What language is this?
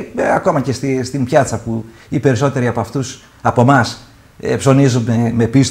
Greek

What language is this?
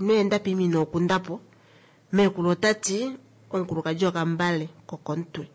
Kuanyama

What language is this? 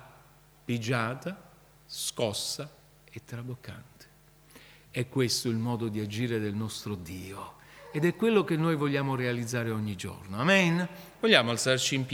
Italian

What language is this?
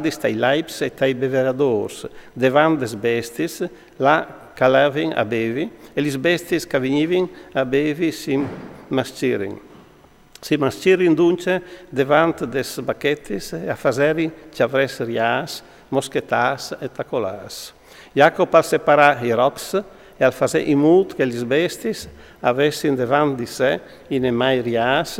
Friulian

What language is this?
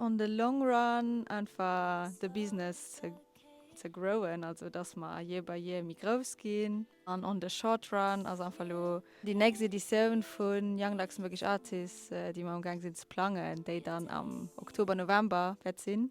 Luxembourgish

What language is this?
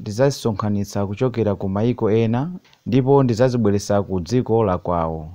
Nyanja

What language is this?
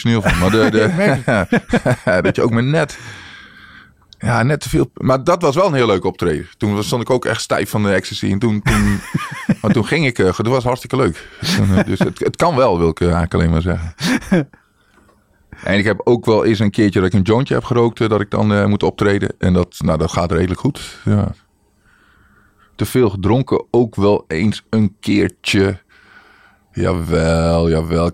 Dutch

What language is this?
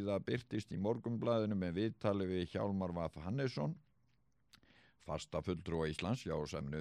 Icelandic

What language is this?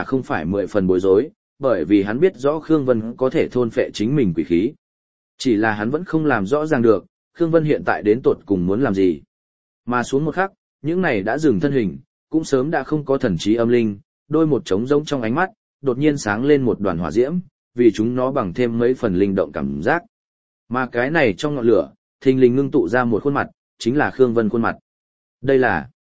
Vietnamese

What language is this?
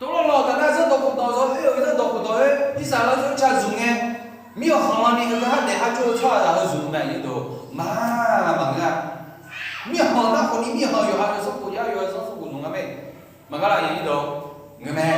Akha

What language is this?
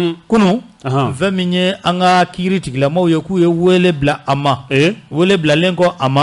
Bambara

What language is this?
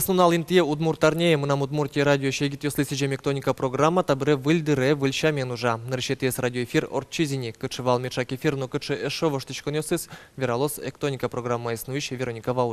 Udmurt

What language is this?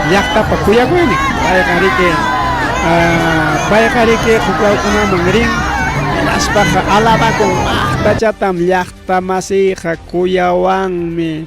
Ayacucho Quechua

